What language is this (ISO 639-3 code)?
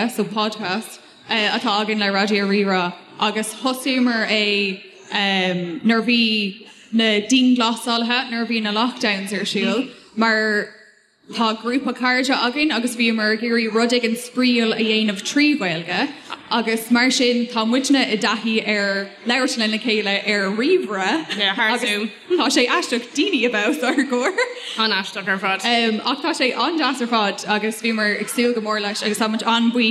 gle